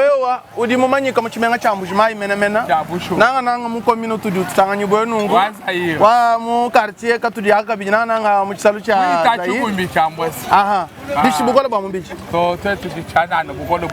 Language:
Luba-Lulua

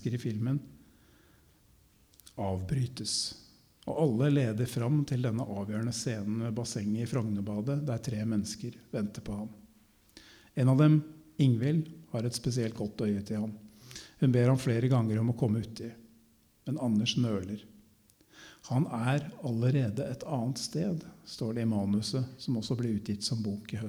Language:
Norwegian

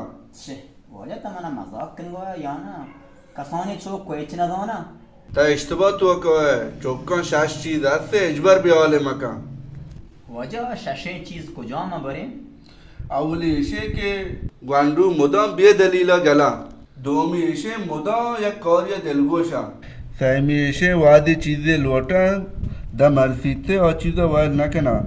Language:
Baluchi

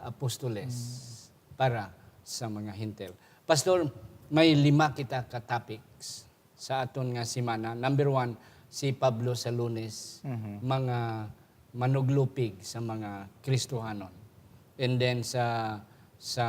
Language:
Hiligaynon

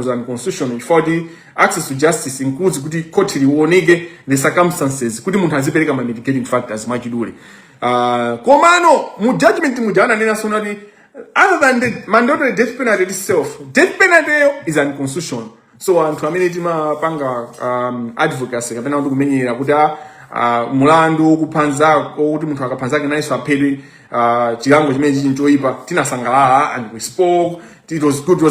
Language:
Nyanja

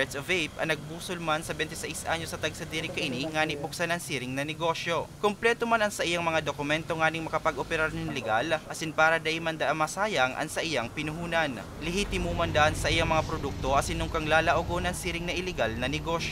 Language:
Bikol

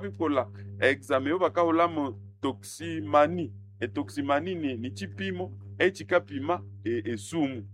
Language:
Nande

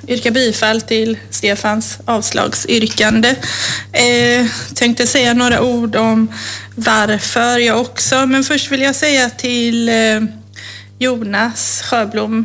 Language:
Swedish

